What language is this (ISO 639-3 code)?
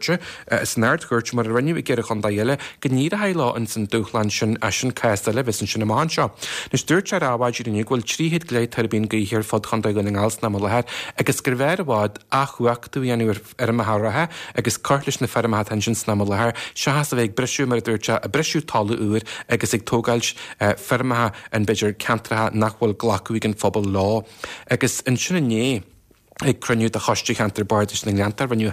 gle